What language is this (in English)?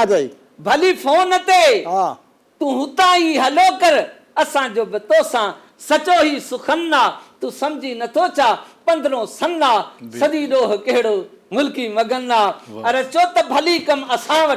Sindhi